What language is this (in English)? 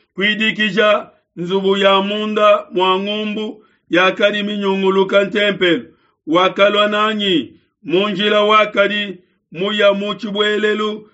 Luba-Lulua